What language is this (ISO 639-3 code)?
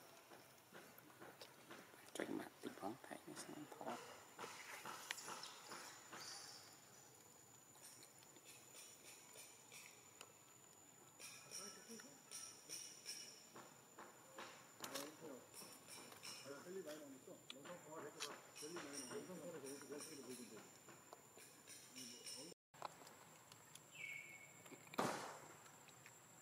vie